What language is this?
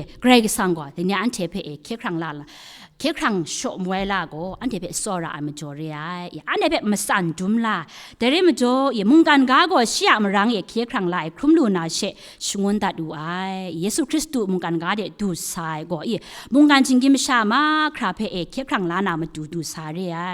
Kachin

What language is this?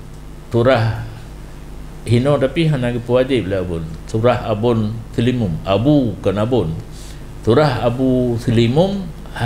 Achinese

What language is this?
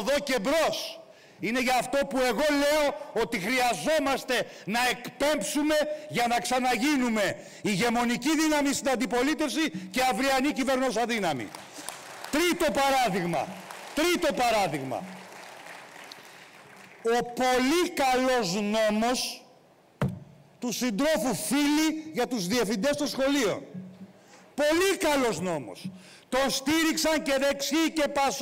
Greek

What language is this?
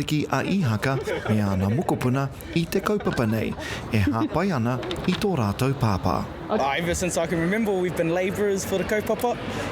Māori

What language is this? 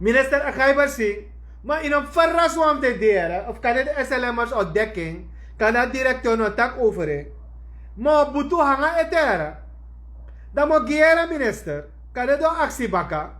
Sranan Tongo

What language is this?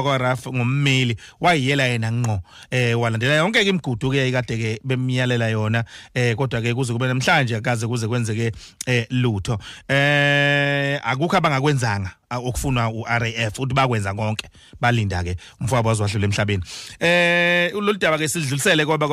Zulu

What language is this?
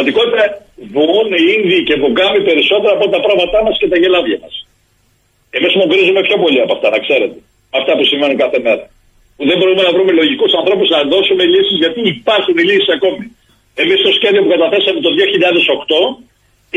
Greek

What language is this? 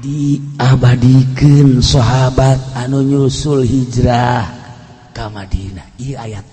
Sundanese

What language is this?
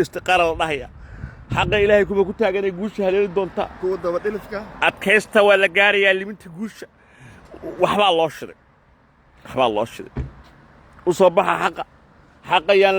Somali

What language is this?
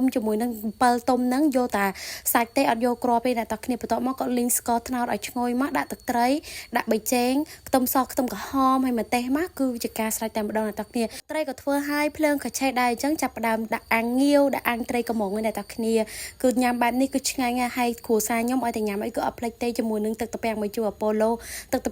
Khmer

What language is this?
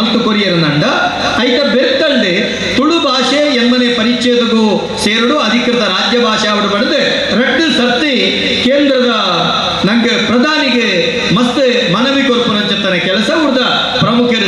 Tulu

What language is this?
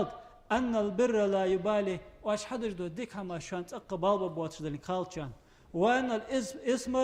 Ingush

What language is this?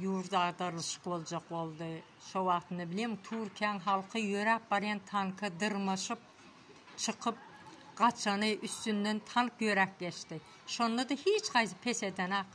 Turkmen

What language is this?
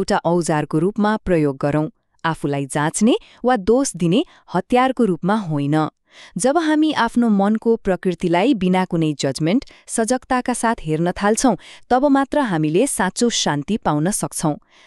Nepali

